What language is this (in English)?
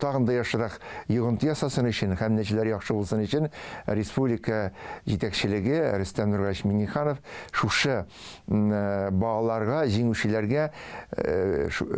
Tatar